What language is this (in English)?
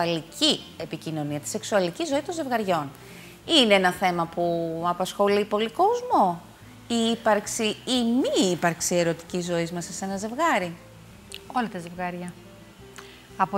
Greek